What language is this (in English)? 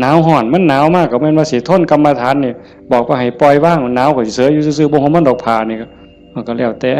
Lao